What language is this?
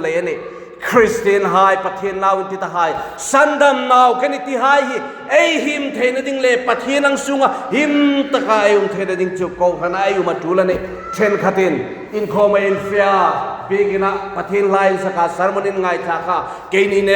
Hmar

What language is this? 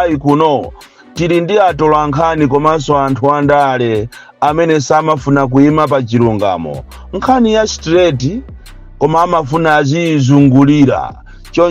Nyanja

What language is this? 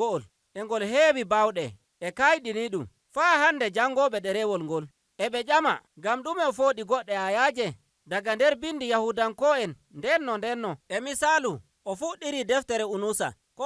Nigerian Fulfulde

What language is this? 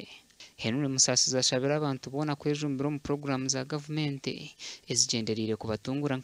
Nyankole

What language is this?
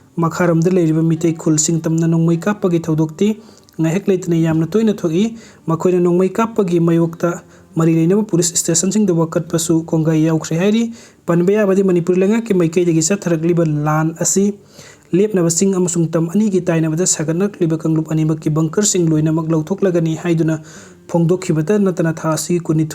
Manipuri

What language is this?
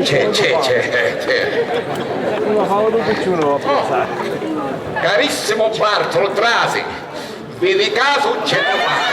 Sicilian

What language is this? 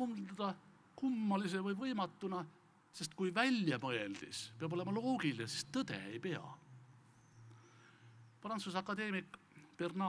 Estonian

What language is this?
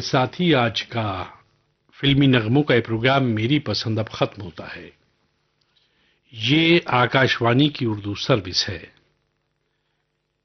Urdu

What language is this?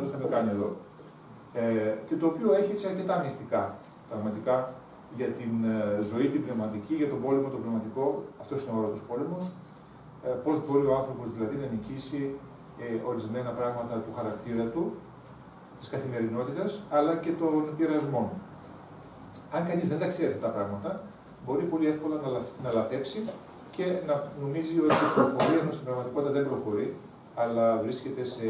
Greek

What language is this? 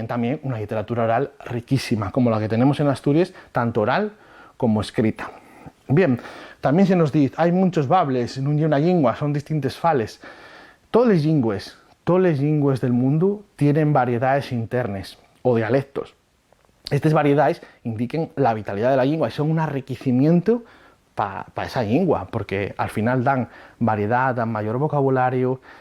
Asturian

